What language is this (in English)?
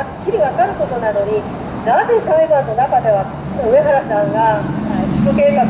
Japanese